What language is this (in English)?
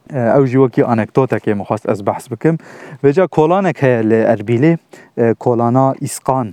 Kurdish